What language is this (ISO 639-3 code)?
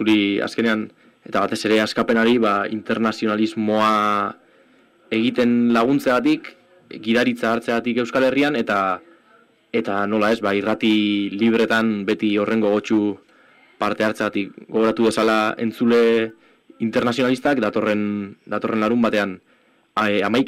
eus